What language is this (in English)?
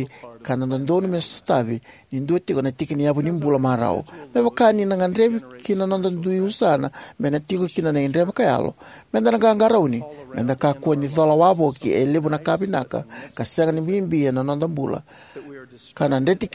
Fijian